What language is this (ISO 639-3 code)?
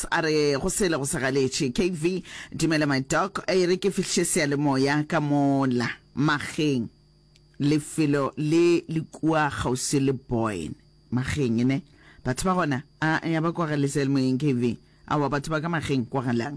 nso